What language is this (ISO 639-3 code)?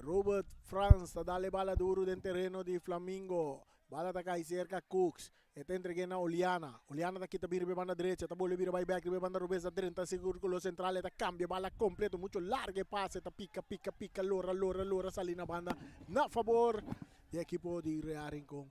pap